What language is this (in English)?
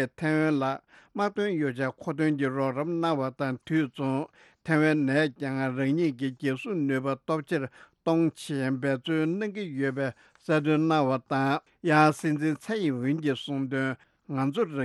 Tibetan